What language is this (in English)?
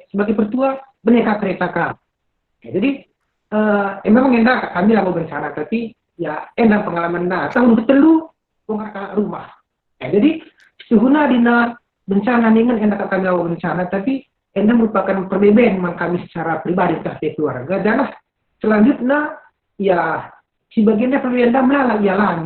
Batak Karo